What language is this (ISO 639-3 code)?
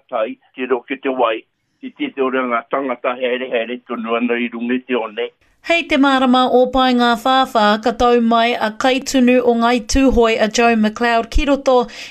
mri